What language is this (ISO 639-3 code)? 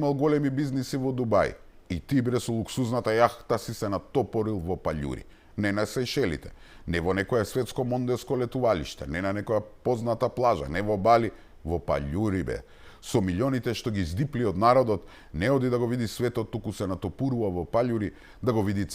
mkd